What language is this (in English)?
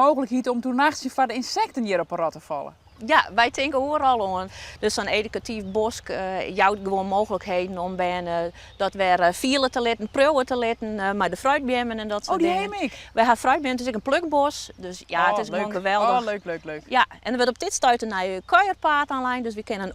Western Frisian